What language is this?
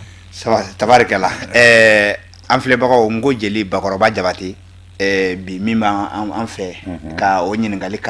Bambara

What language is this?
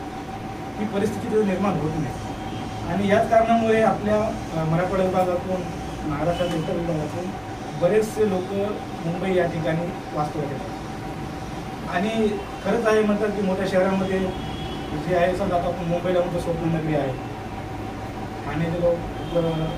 Marathi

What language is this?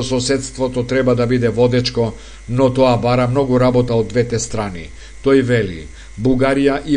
Macedonian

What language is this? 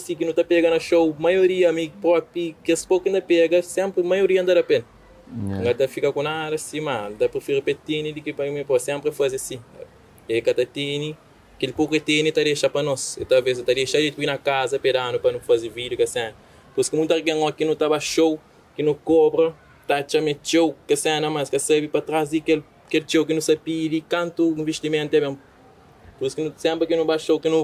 Kabuverdianu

